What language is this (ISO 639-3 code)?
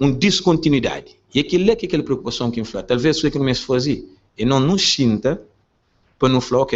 kea